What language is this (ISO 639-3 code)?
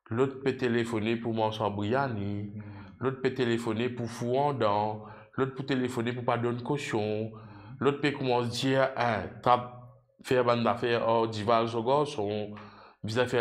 mfe